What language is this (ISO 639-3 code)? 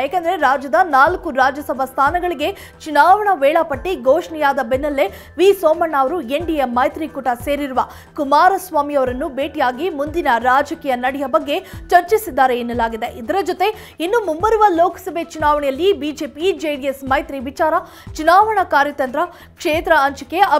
kan